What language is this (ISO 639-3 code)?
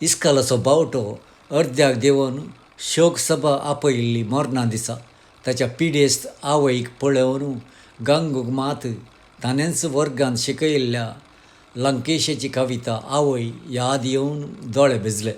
kok